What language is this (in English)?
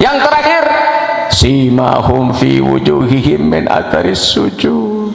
Sasak